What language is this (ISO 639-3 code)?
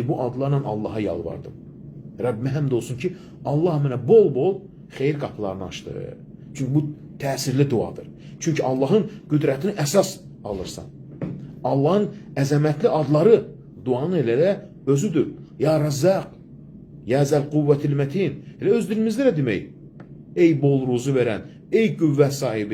aze